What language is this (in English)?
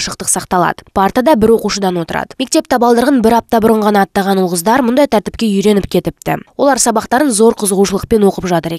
Kazakh